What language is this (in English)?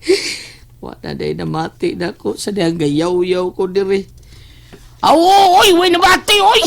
Cebuano